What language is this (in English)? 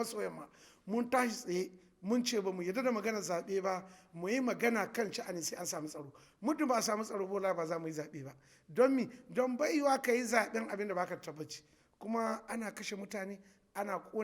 Hausa